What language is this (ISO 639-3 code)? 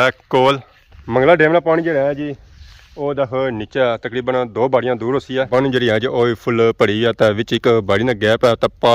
phr